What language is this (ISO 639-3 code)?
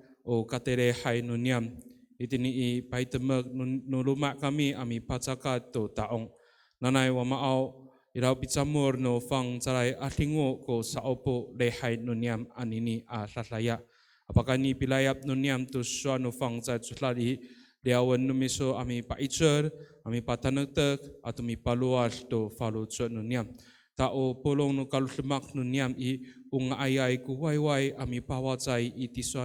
ami